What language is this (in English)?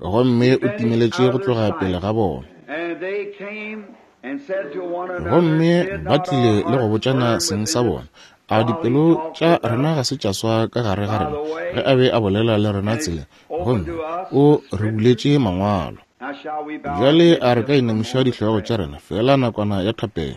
Northern Sotho